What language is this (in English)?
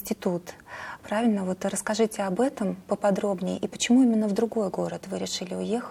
Russian